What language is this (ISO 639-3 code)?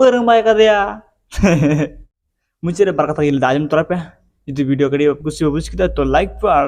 sat